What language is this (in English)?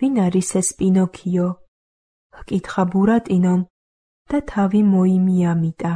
Georgian